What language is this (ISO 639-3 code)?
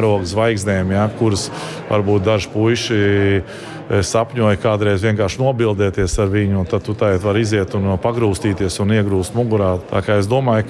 lav